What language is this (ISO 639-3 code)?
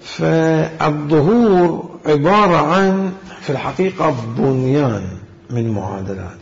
acm